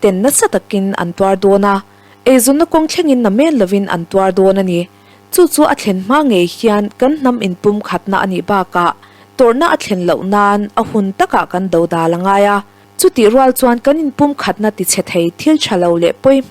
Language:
Mizo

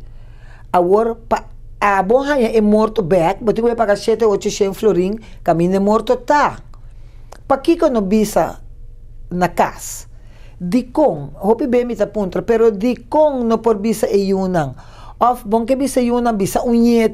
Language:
Papiamento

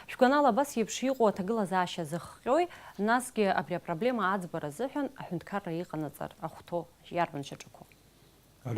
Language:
Abkhazian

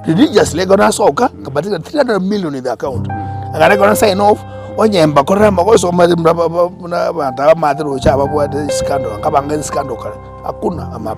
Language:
Gusii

